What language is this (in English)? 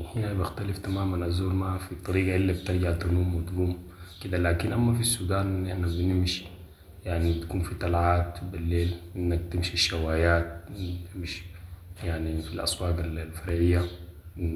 Sudanese Arabic